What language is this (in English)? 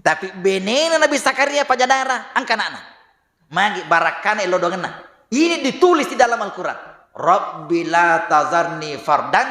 Buginese